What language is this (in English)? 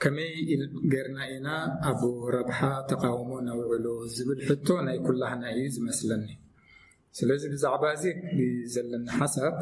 Tigrinya